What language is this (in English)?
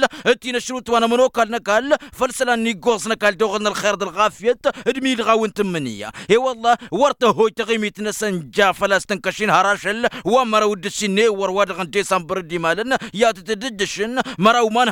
Tamasheq